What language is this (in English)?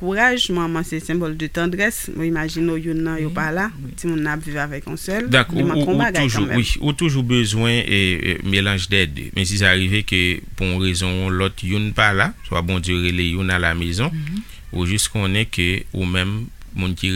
Haitian Creole